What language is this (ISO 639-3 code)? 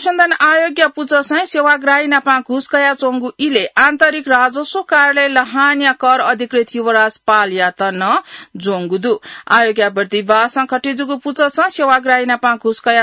new